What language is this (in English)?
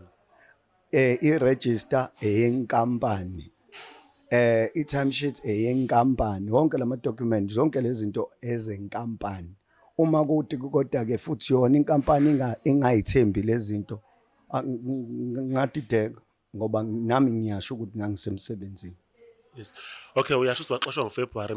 Zulu